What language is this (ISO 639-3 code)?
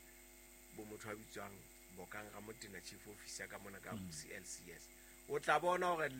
sot